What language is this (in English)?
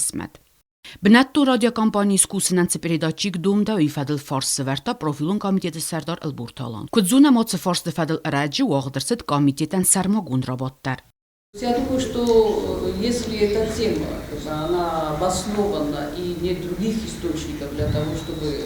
Ossetic